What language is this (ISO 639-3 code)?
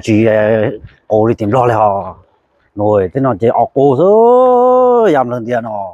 hmn